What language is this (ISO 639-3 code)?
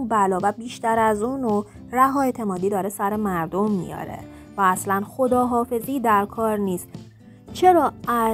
fas